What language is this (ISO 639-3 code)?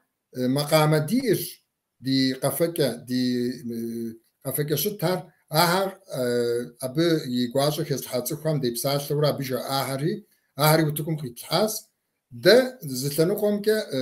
kbd